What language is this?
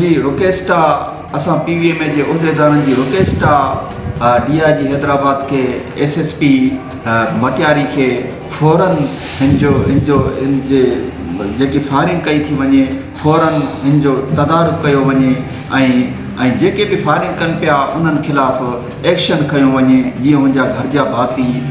Sindhi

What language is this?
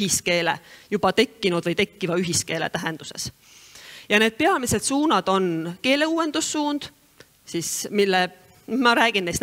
Estonian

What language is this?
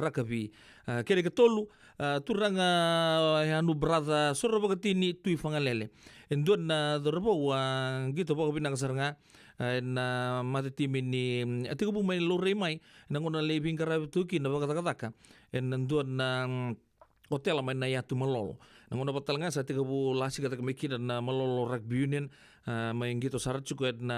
Fijian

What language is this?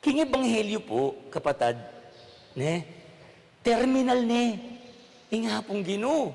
Pampanga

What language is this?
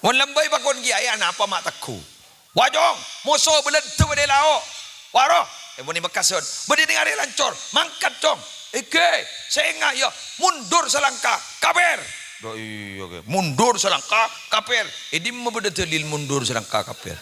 Madurese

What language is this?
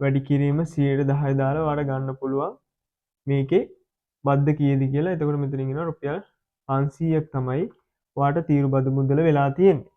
Sinhala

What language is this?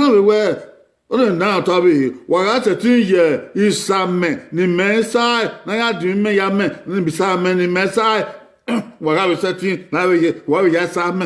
Bini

